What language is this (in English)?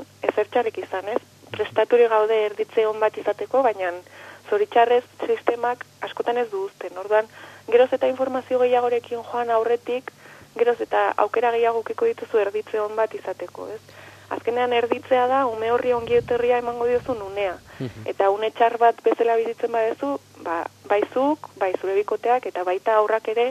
Basque